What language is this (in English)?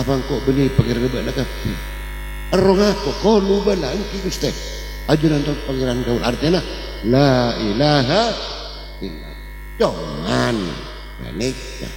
Madurese